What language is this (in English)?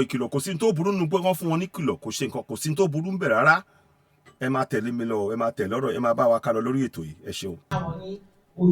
Yoruba